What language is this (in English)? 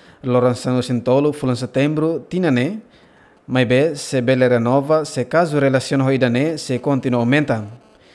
Tetum